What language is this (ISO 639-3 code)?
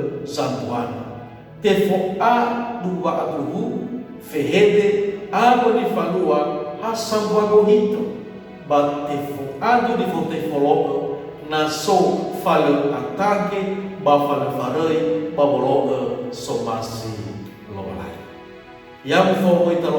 nia